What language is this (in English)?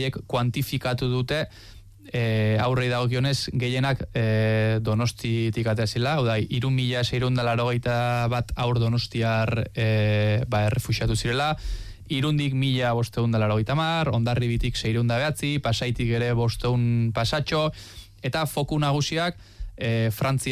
Basque